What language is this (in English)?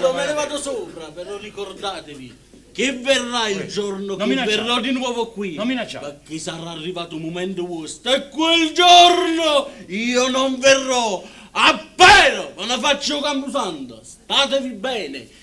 Neapolitan